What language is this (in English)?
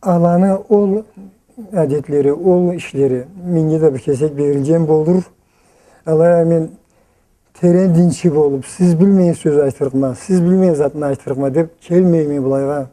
Karachay-Balkar